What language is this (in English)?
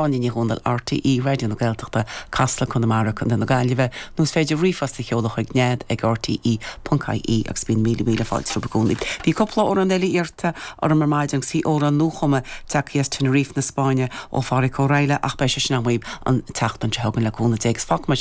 Irish